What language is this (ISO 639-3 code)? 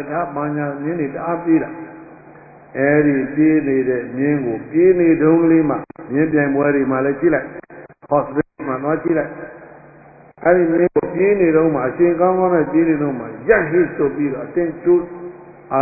mya